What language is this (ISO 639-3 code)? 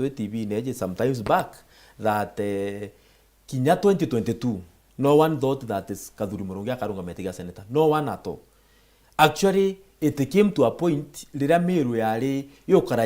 mer